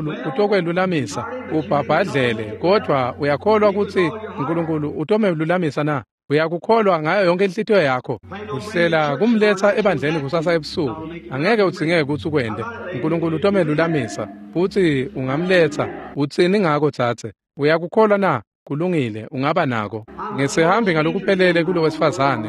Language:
Swati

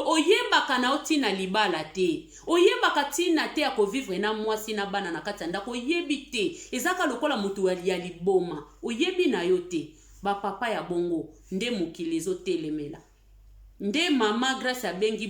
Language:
Lingala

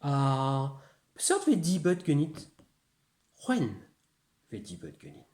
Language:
Breton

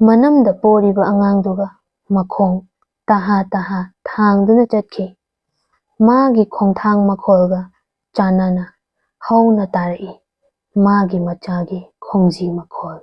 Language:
Manipuri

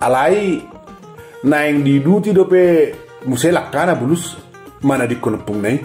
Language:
Batak Toba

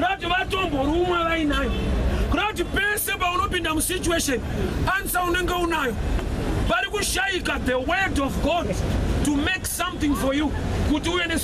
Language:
Shona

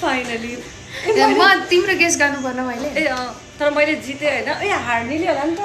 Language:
Nepali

